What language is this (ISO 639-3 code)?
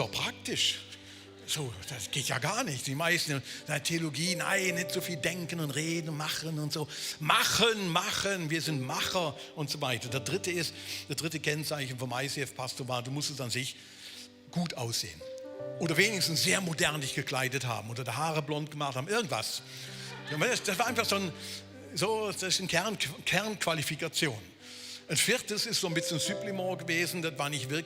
gsw